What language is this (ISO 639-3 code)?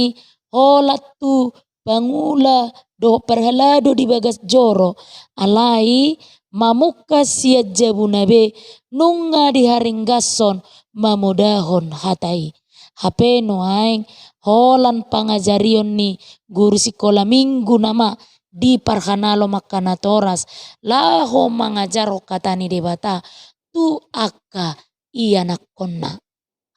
bbc